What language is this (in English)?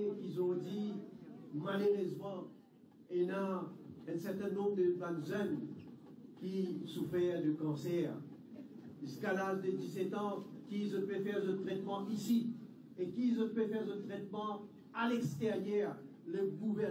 Morisyen